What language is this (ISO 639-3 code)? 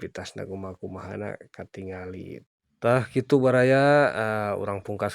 sun